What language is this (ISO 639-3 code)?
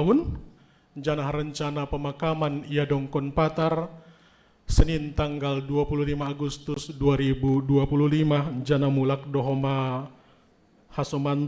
bts